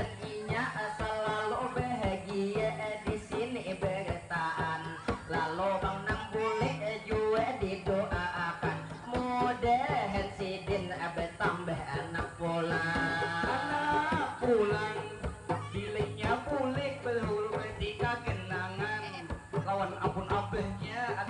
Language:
Banjar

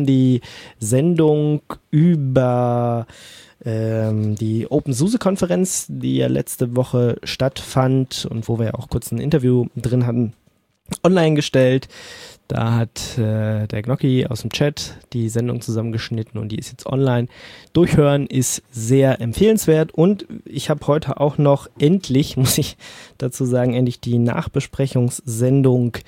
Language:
German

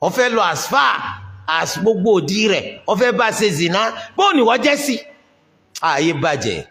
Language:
Yoruba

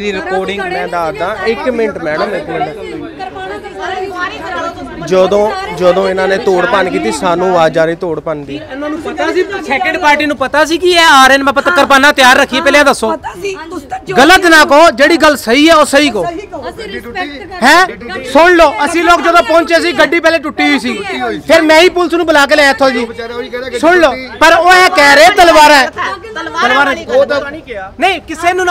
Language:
Punjabi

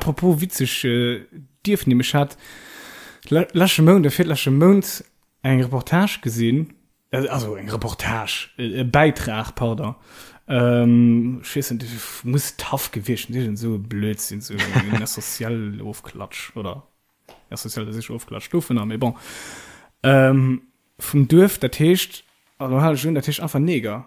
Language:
Luxembourgish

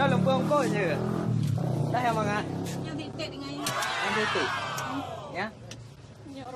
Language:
Achinese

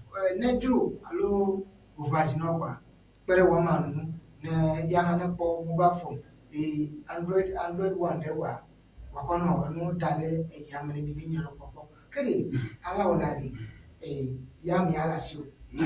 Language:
Ewe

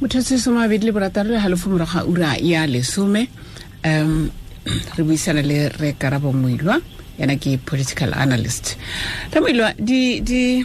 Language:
Tswana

